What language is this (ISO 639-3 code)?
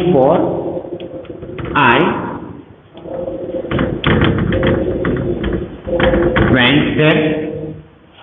guj